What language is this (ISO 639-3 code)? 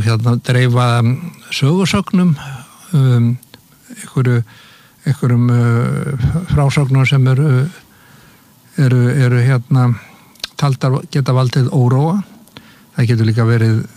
isl